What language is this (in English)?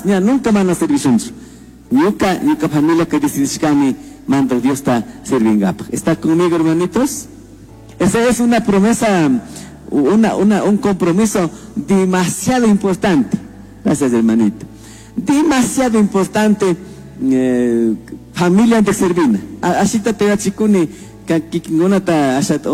Chimborazo Highland Quichua